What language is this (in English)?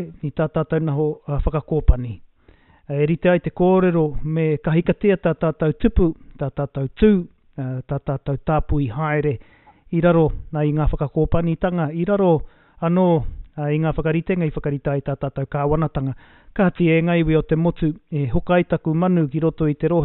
Māori